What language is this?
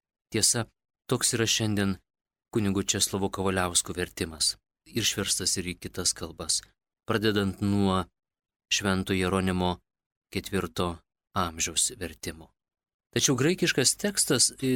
Lithuanian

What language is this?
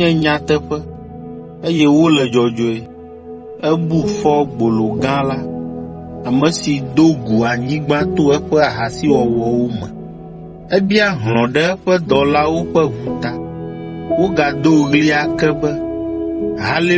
Ewe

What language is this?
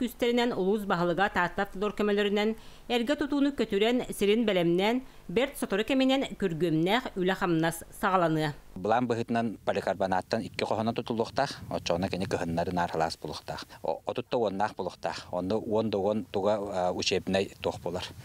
Yakut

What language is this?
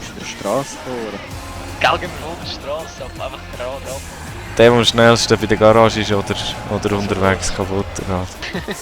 Swiss German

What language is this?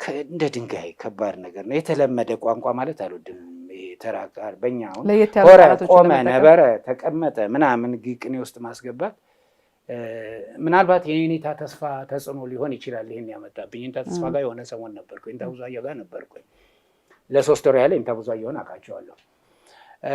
Amharic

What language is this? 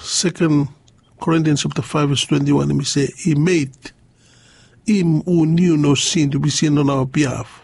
Bislama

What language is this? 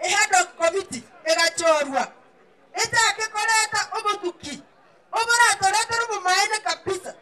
Gusii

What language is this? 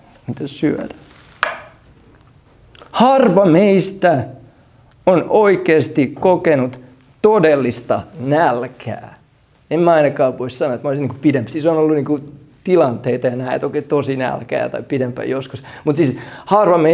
Finnish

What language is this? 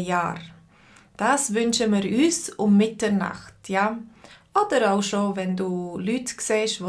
Swiss German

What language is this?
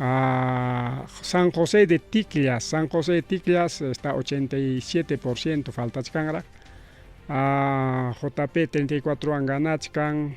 Ayacucho Quechua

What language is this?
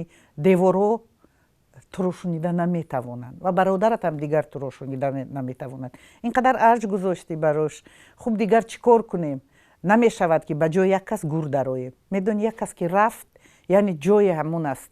Tajik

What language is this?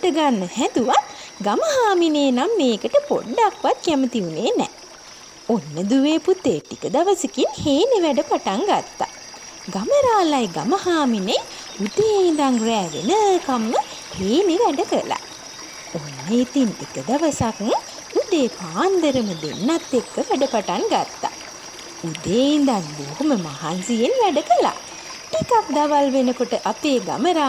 Sinhala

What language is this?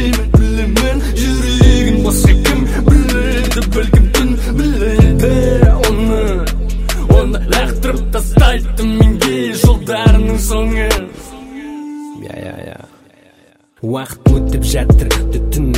Kazakh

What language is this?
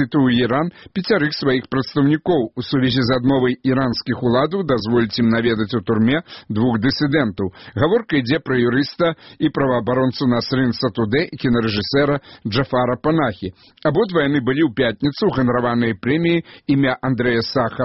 Belarusian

